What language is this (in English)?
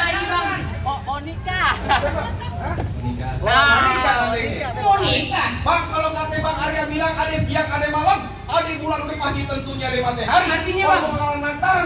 Betawi